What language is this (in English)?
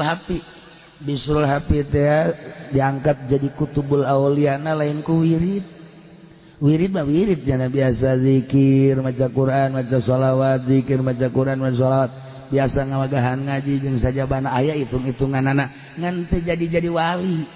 Sundanese